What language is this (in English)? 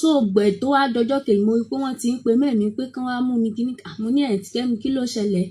Yoruba